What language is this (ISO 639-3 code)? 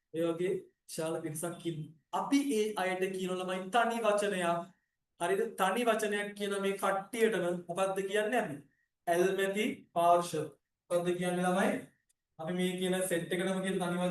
sin